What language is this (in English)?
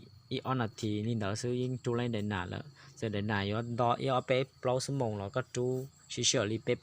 Hmong